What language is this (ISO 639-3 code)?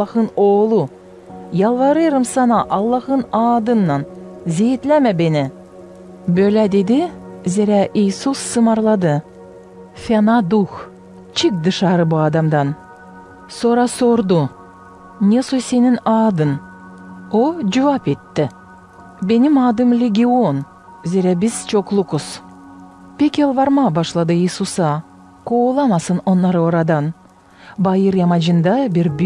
gag